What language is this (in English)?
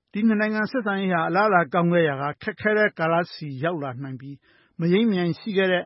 Burmese